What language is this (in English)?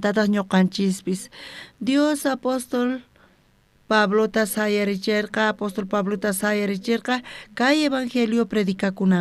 South Bolivian Quechua